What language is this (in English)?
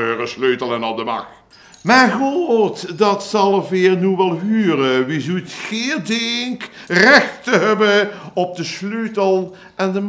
Limburgish